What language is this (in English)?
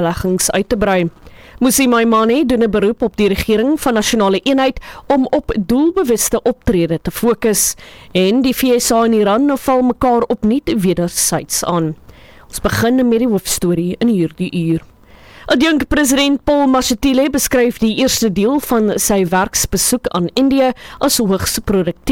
Afrikaans